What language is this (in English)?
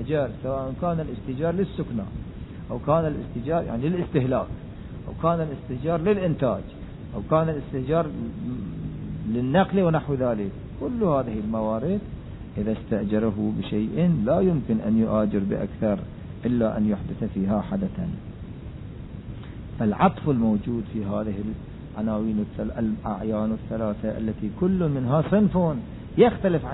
Arabic